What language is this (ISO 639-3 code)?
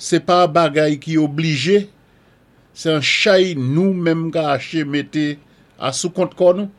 acf